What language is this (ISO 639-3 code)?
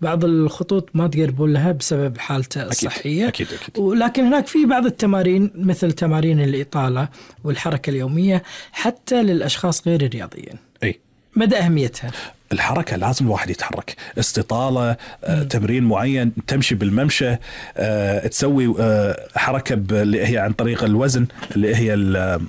afb